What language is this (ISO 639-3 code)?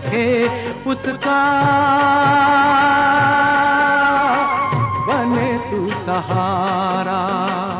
hin